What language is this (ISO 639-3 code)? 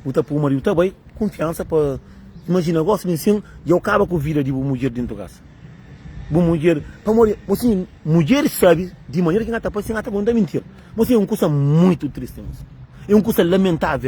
kea